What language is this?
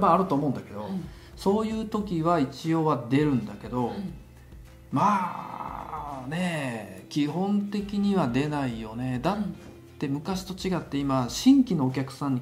Japanese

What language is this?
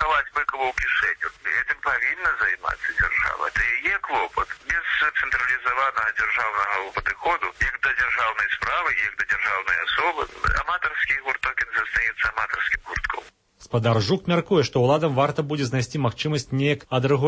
Belarusian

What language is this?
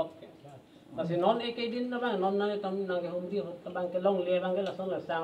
Karbi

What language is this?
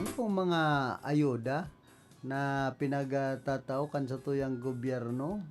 Bikol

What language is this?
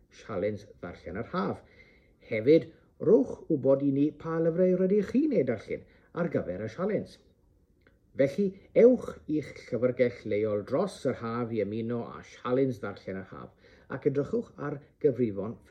Welsh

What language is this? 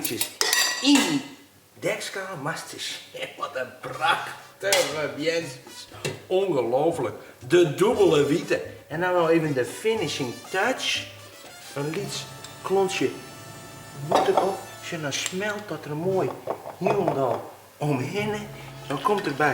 Western Frisian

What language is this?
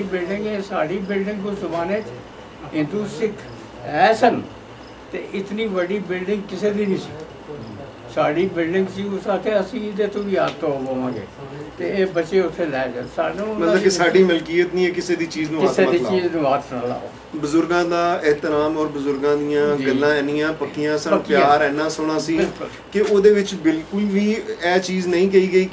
Punjabi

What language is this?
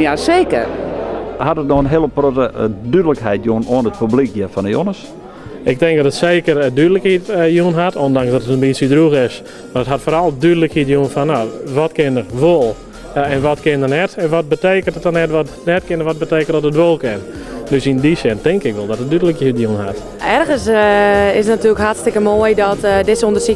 Western Frisian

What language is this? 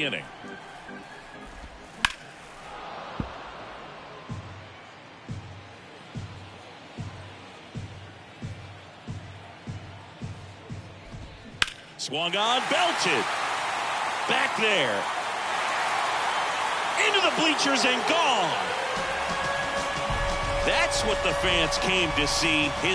English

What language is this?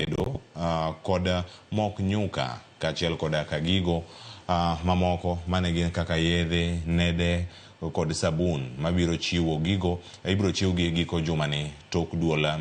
Luo (Kenya and Tanzania)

